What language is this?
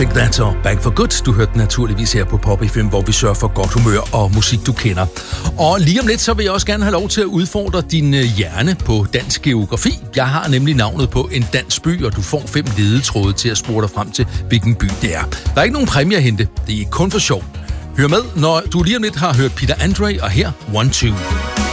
Danish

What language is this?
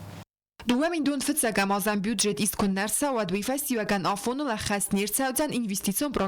Ossetic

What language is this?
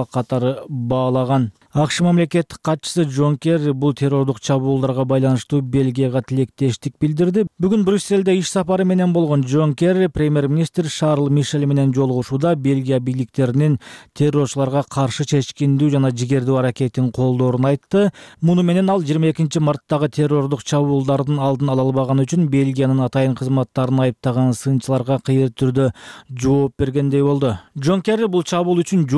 Kyrgyz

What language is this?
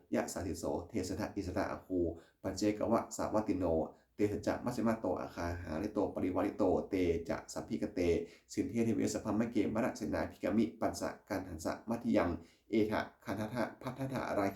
Pali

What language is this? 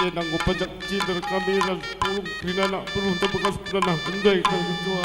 Batak Karo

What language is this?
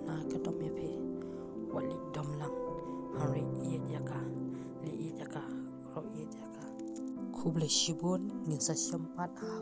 Khasi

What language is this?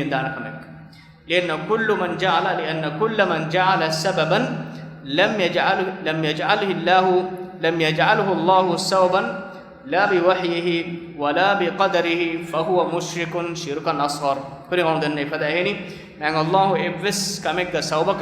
Divehi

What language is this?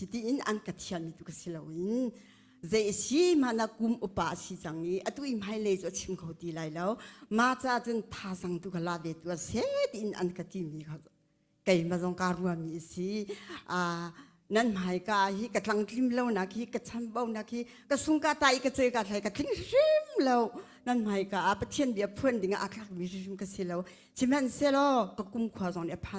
Hakha Chin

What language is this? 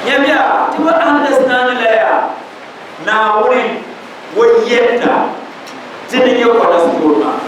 Dagbani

